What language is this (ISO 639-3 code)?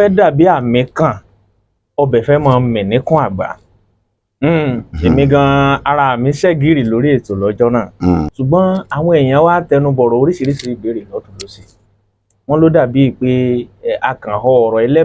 yor